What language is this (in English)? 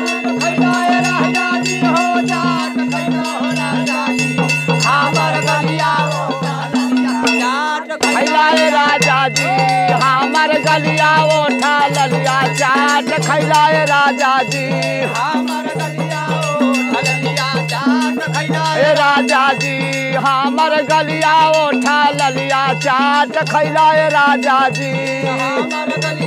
Bhojpuri